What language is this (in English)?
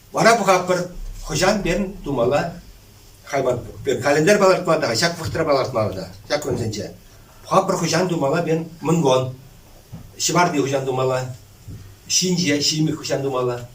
Chuvash